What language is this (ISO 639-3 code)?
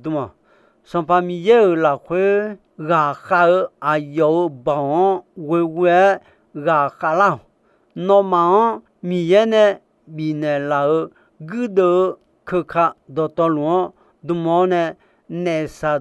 ahk